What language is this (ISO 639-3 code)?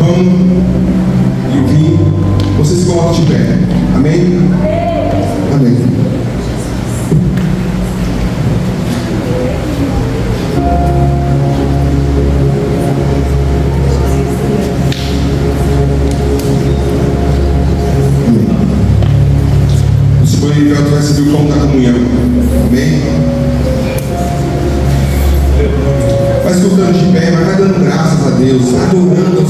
por